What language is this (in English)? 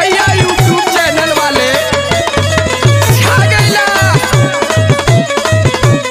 Bhojpuri